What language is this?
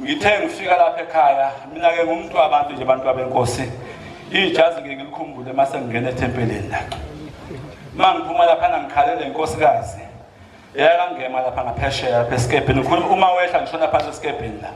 Zulu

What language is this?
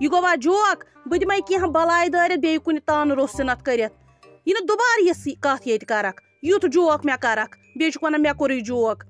Kashmiri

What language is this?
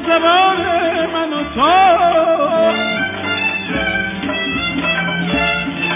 Persian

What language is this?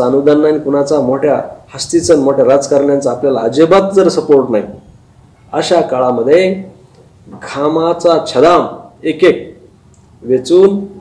Marathi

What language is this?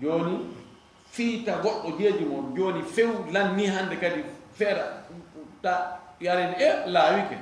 Fula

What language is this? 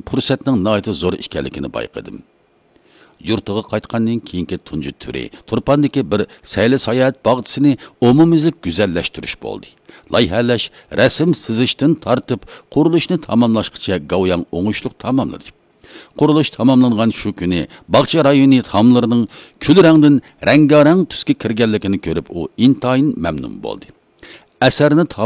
Uyghur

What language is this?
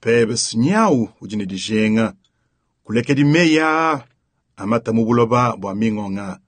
Luba-Lulua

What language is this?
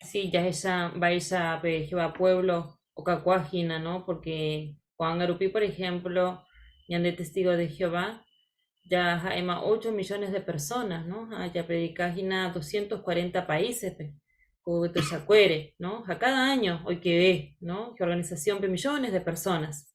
Guarani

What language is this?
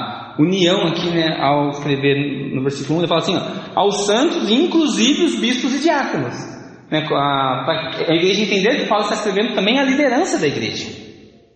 Portuguese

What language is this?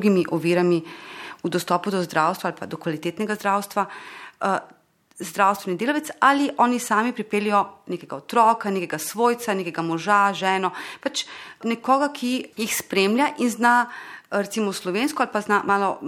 Slovenian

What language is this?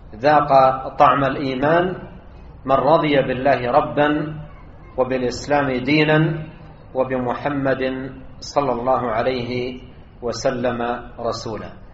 Arabic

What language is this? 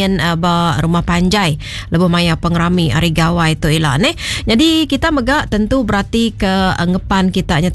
Iban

